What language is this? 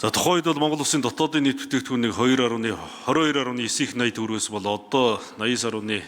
Mongolian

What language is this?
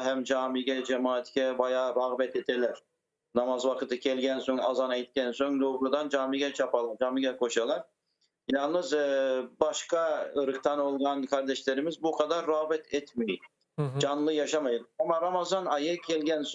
Crimean Tatar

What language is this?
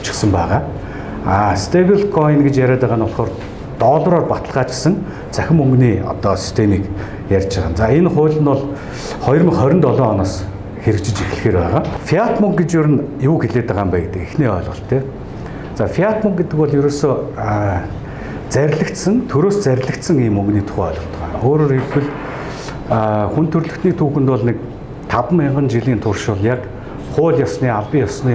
Mongolian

